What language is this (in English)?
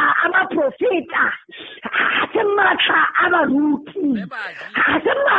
Southern Sotho